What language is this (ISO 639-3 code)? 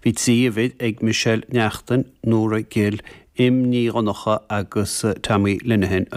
gle